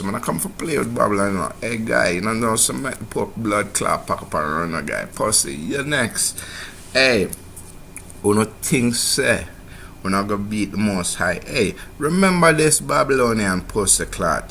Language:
Jamaican Creole English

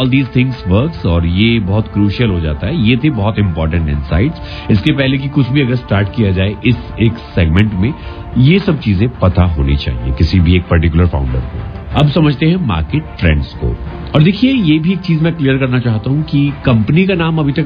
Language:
Hindi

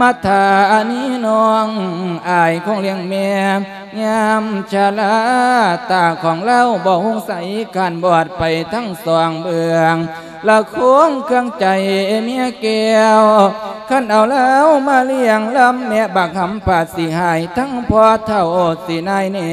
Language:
Lao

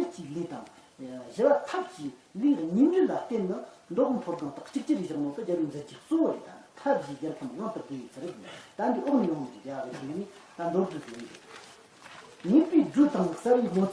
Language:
Tibetan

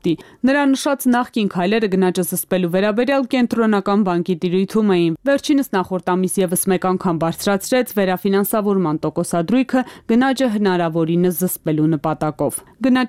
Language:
Armenian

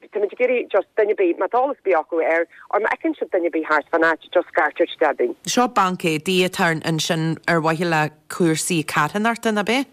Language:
Irish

